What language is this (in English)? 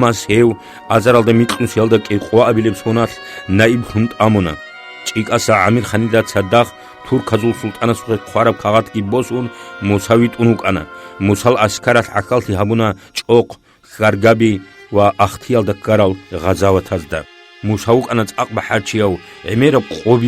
Avaric